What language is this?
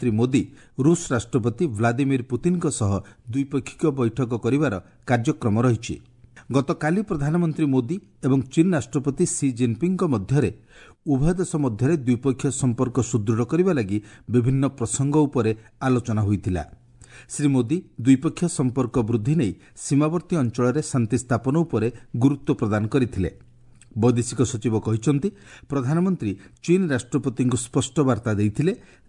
Odia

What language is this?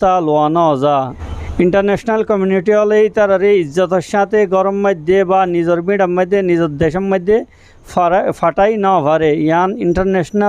Rohingya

